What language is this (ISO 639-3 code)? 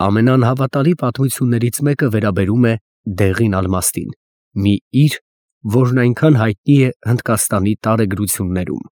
hye